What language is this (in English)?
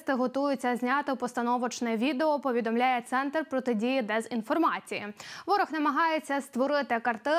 Ukrainian